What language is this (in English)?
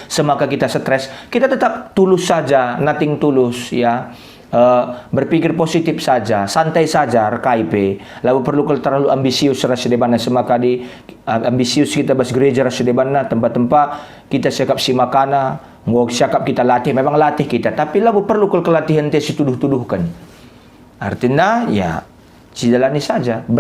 Batak Karo